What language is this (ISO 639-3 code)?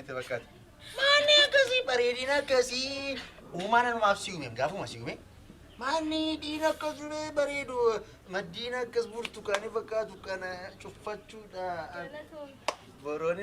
orm